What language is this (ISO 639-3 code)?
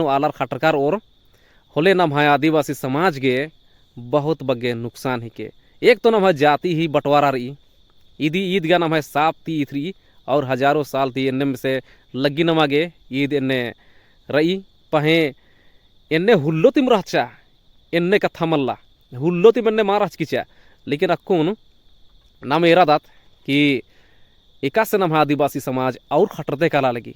kru